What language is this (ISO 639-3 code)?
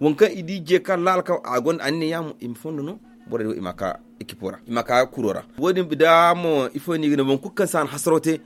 dje